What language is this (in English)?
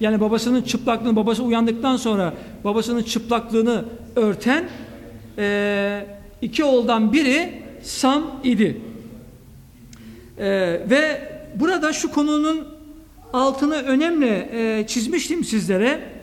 Turkish